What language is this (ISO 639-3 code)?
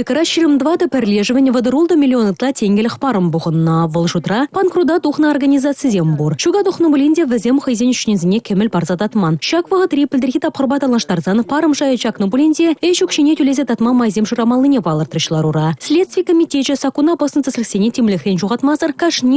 chv